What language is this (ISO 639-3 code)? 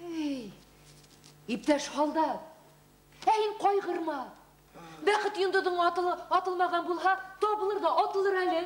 bak